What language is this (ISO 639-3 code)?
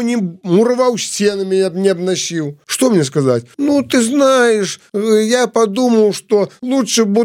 bel